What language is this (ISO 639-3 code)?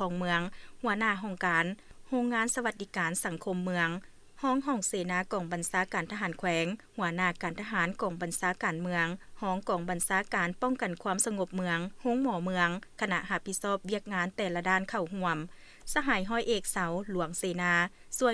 lao